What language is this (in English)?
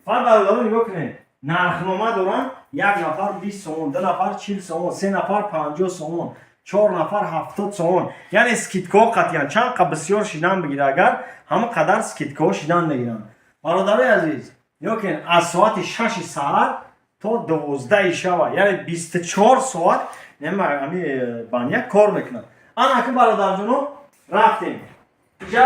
Tajik